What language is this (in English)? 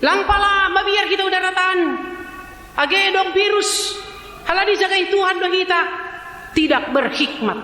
Batak Simalungun